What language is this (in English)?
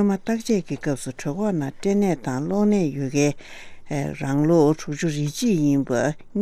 Tibetan